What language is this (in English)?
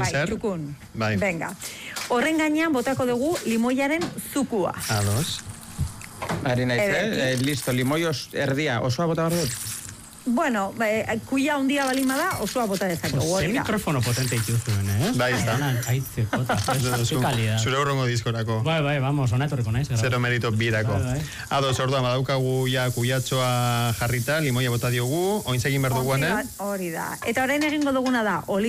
Basque